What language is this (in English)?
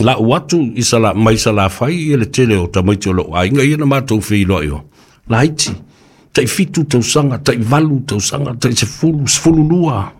Samoan